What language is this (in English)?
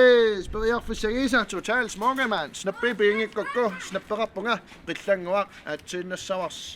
Kalaallisut